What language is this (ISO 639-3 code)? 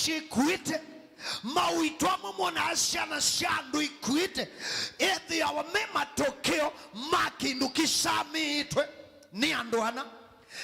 kam